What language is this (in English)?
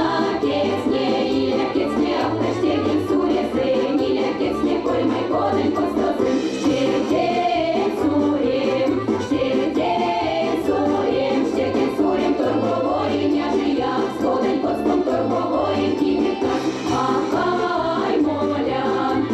Erzya